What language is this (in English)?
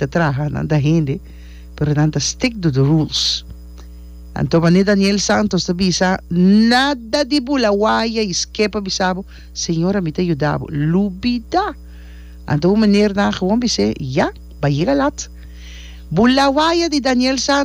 Papiamento